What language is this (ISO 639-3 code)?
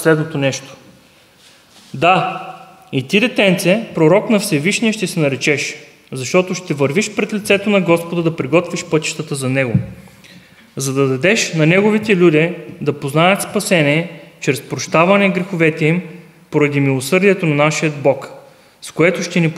bul